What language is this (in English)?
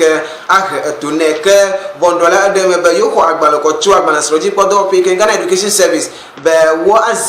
Ewe